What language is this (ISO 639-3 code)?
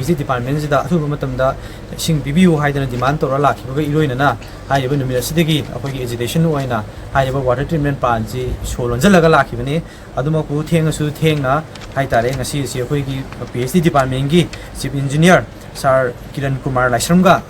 mni